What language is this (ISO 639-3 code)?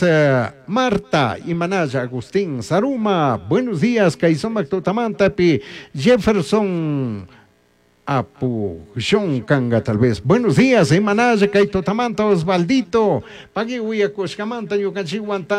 qug